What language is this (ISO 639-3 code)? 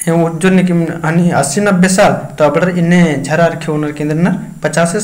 kru